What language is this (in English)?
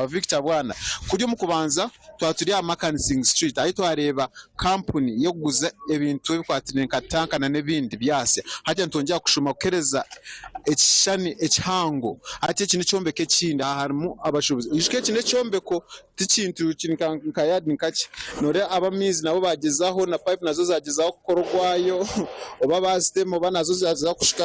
Nyankole